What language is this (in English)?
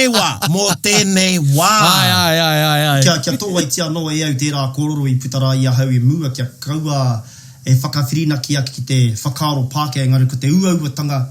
Māori